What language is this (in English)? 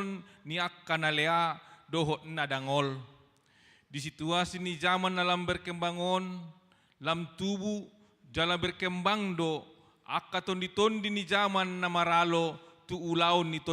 Batak Toba